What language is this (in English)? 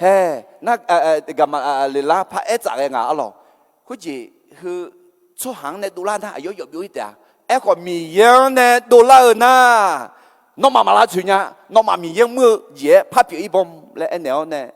Akha